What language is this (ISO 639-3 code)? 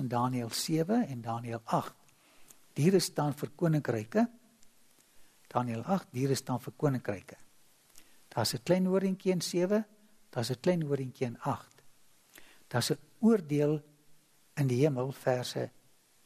afr